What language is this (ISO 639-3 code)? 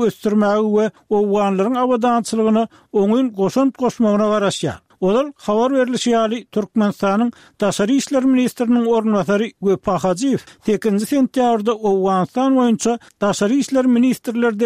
tuk